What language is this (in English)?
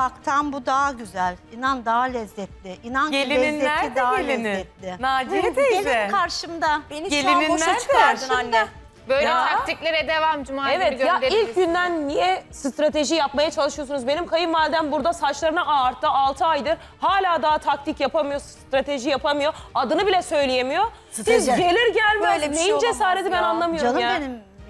Turkish